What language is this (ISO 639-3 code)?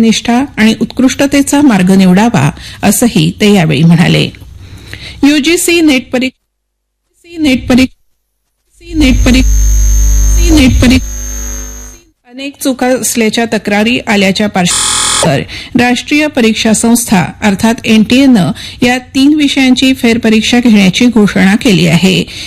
mar